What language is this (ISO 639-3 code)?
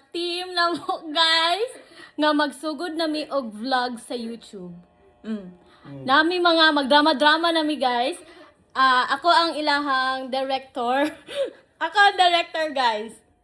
ceb